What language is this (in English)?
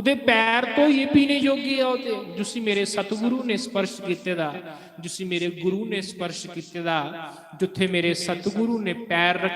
Dogri